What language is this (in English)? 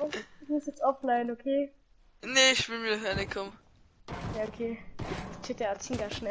Bavarian